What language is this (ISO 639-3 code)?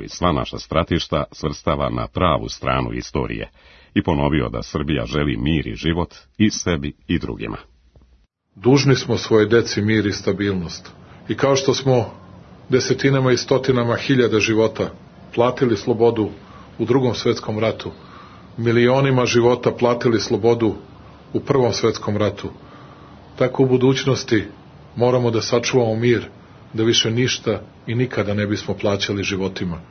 srp